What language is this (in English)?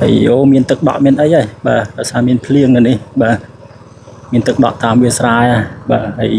Khmer